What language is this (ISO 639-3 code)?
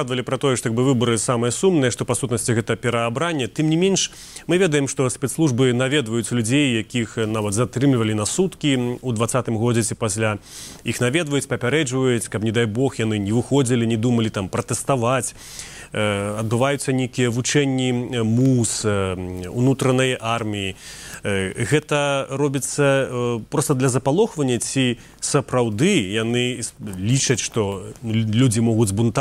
bel